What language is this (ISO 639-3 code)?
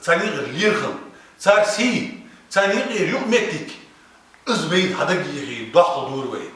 inh